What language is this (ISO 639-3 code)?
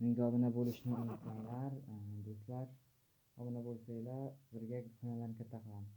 uzb